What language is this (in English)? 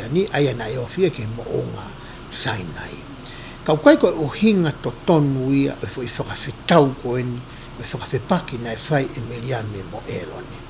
Tongan